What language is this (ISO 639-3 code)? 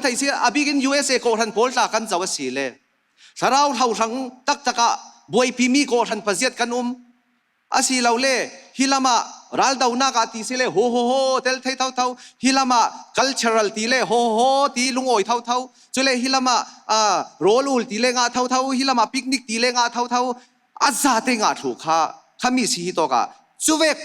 cfm